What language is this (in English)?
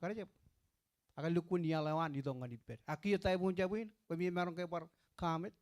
Marshallese